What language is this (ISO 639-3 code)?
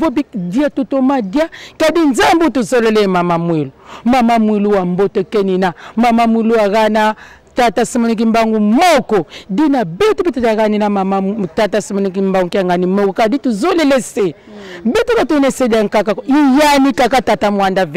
lin